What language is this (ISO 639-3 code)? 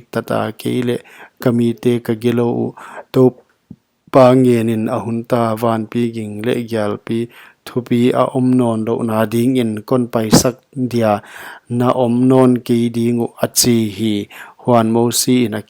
pck